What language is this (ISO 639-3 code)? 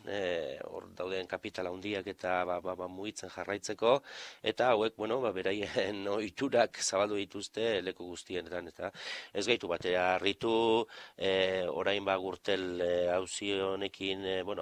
eus